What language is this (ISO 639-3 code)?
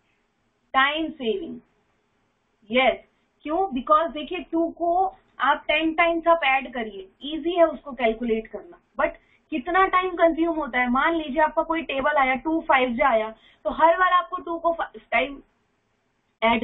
hin